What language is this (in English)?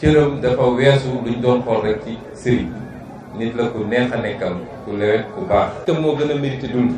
Wolof